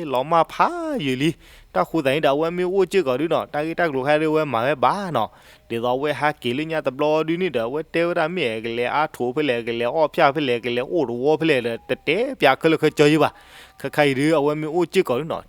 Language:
S'gaw Karen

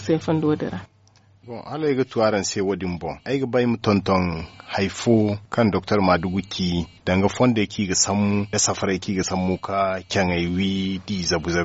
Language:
Zarma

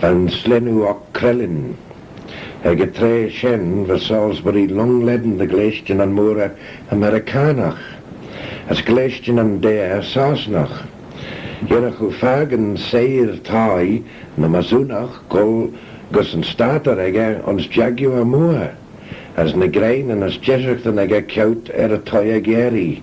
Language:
Manx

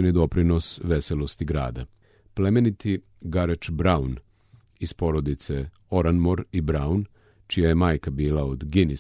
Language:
Serbian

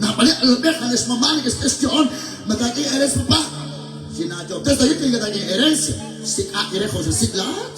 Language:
Kekchí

